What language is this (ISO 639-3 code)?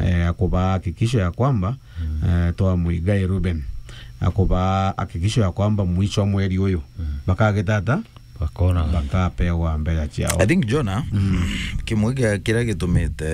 mer